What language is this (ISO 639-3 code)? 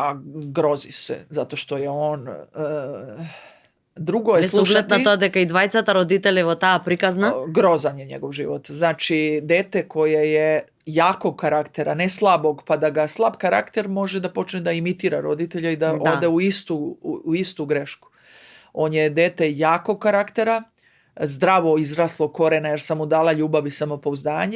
mkd